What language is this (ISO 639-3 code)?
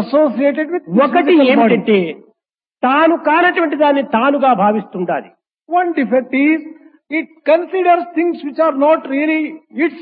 tel